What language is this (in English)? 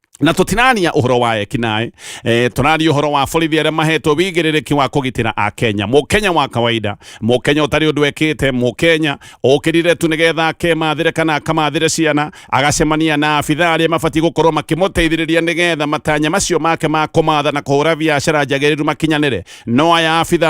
Kikuyu